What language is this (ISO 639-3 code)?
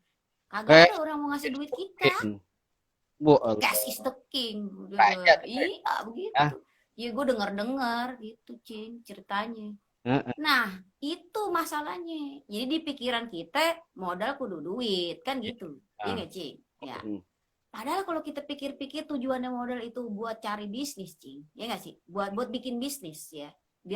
bew